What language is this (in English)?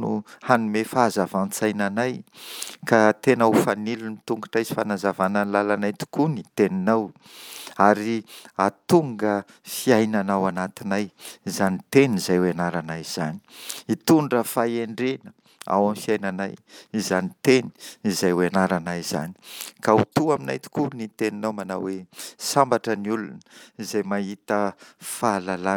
Malagasy